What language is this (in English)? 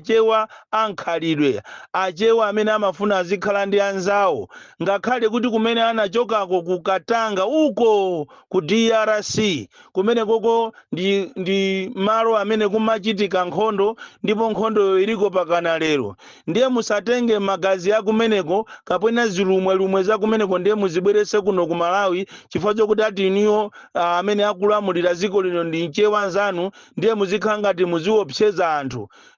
Nyanja